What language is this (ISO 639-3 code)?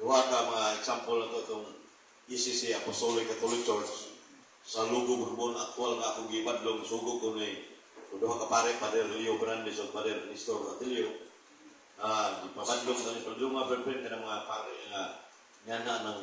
ceb